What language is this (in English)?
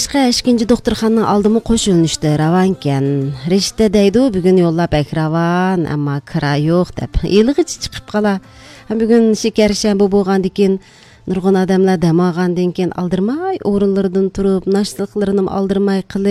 Uyghur